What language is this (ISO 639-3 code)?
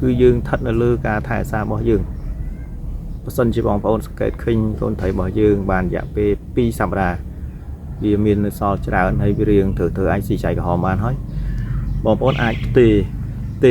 khm